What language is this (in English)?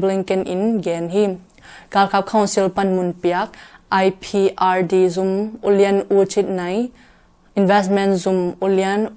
Tedim Chin